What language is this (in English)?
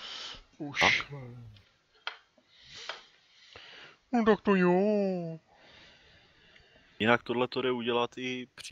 Czech